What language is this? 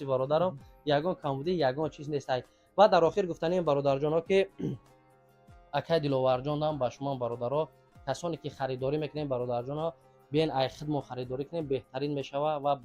Tajik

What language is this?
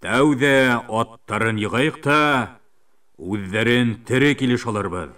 Bashkir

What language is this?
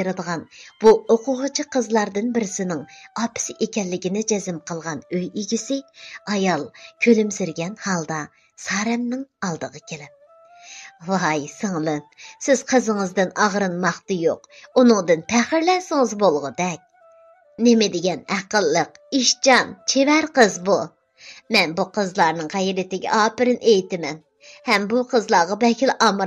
Uyghur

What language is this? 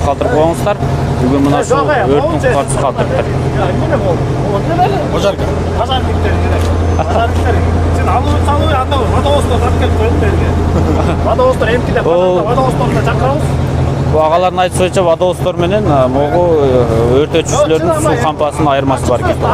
Kyrgyz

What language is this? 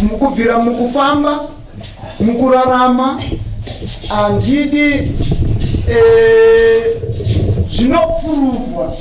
Shona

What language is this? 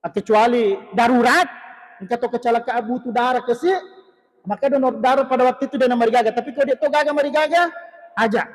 Buginese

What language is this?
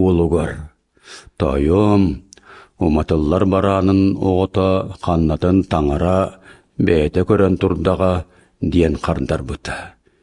Yakut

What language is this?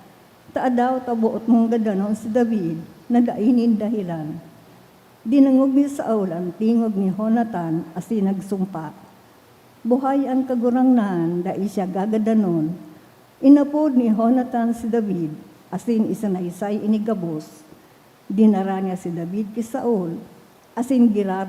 Bikol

